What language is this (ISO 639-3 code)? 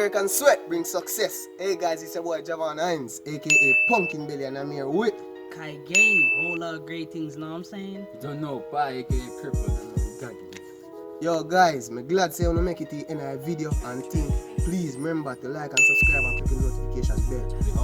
jam